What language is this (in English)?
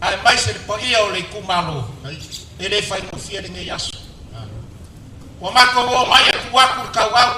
Samoan